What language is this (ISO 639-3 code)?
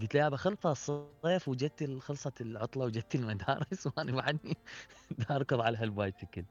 acm